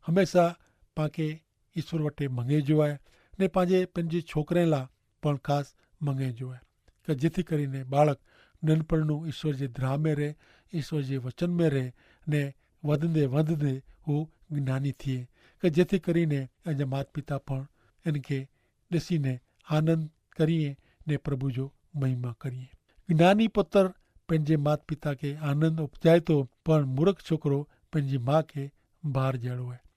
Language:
Kachhi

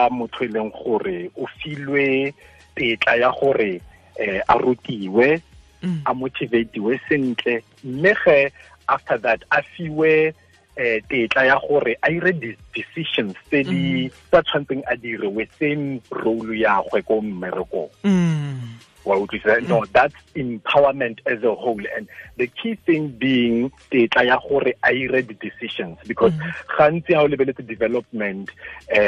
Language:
Tswana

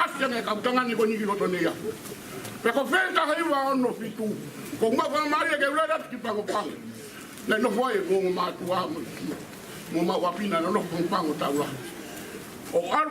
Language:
Tongan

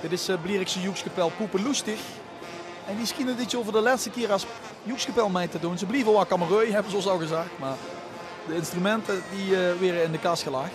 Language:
Limburgish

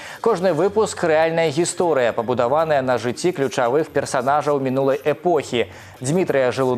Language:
Belarusian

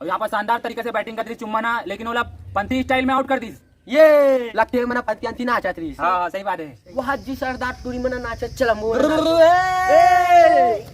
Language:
Chhattisgarhi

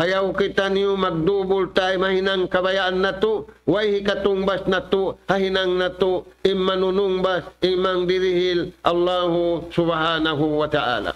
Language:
Tausug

